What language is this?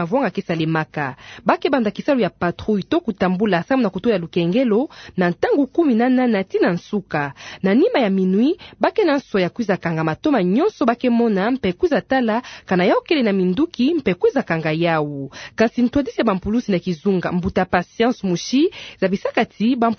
Kituba (Democratic Republic of Congo)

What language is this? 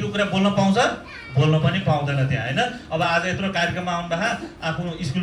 Nepali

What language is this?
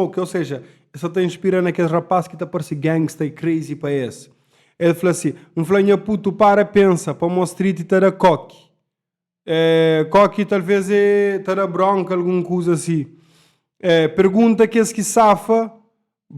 Kabuverdianu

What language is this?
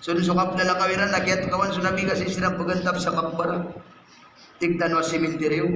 Maranao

